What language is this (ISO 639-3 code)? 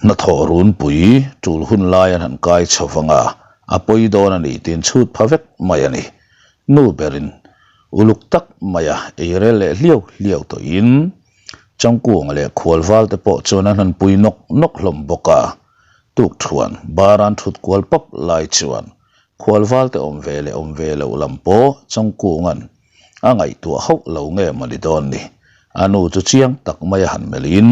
lus